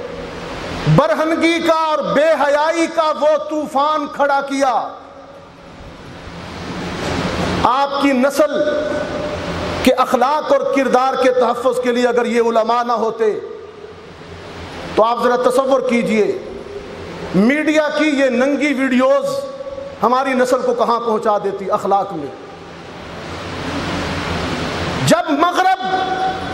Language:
Urdu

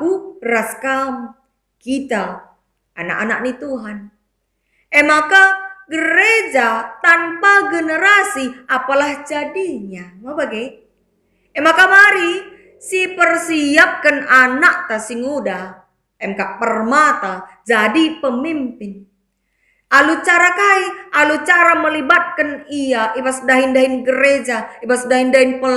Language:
Batak Karo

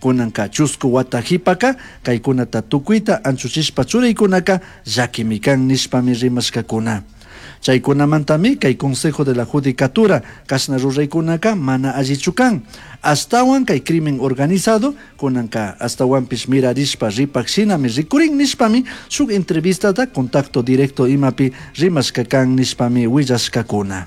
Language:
Chimborazo Highland Quichua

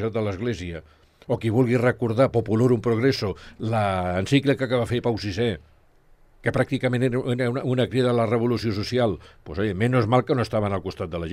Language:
Catalan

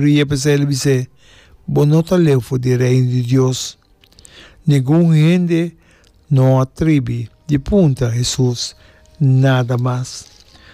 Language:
Papiamento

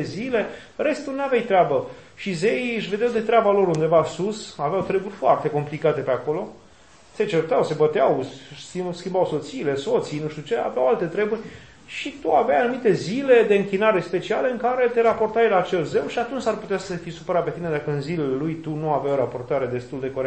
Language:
Romanian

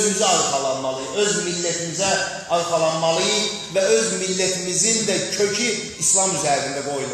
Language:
Azerbaijani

